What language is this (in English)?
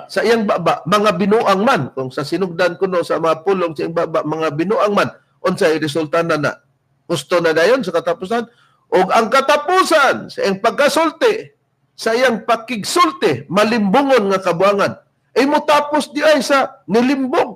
Cebuano